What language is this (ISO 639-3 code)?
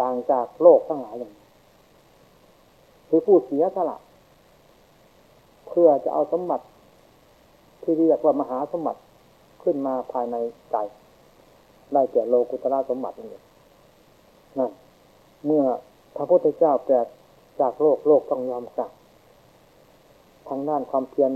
tha